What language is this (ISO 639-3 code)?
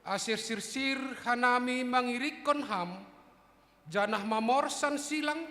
bts